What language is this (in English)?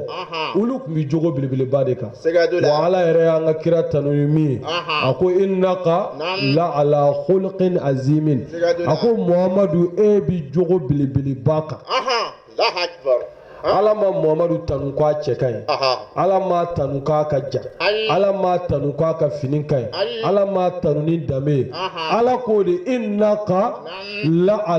Bambara